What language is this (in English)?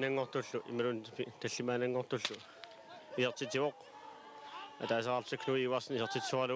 Kalaallisut